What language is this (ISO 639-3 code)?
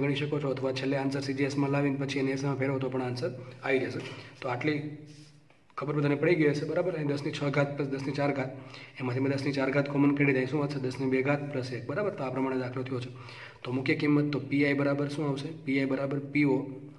guj